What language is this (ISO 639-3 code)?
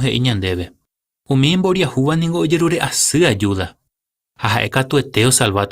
grn